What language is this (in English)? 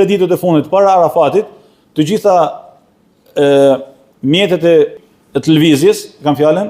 Albanian